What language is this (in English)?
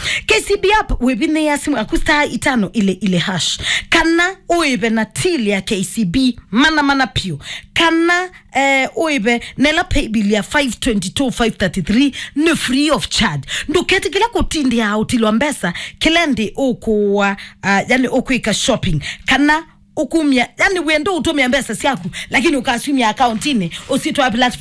Kamba